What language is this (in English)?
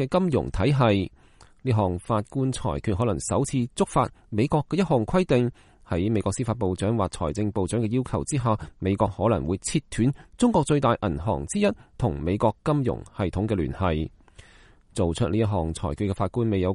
Cantonese